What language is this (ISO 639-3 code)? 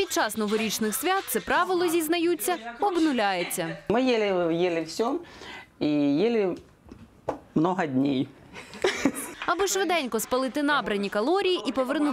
ukr